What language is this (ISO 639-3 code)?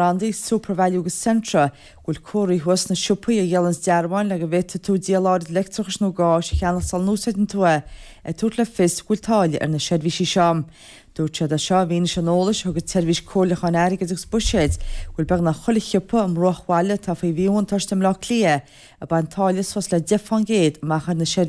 gle